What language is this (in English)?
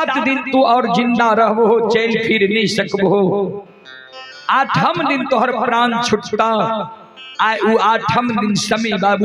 Maithili